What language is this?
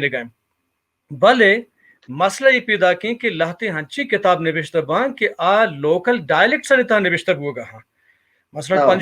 Baluchi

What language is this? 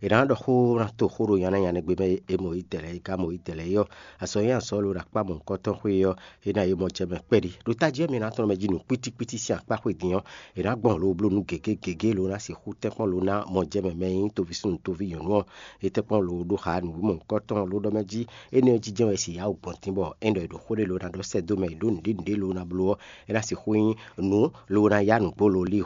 Fon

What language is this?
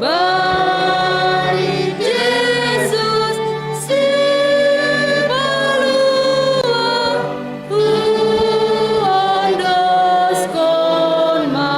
Batak Simalungun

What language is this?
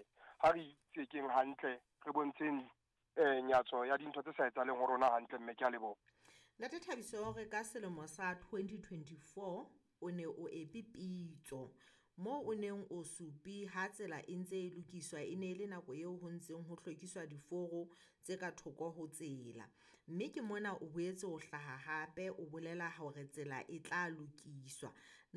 Southern Sotho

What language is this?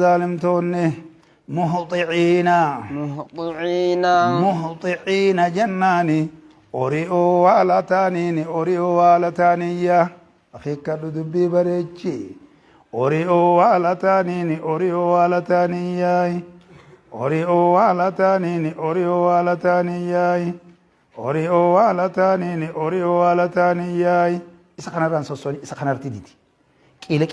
Oromo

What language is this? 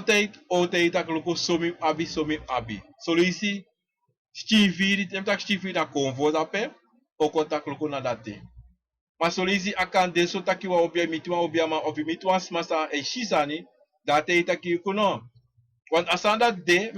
Sranan Tongo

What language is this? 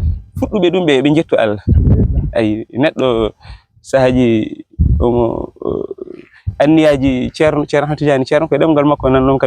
Fula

